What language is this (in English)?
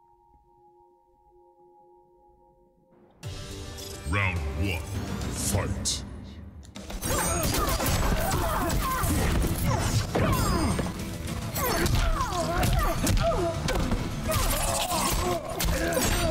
Hungarian